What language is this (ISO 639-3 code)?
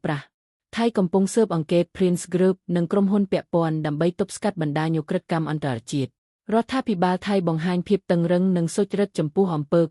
khm